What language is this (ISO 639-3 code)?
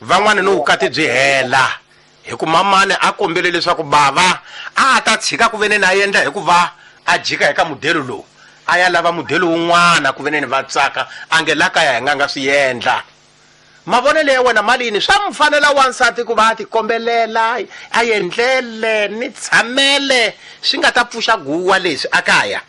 tso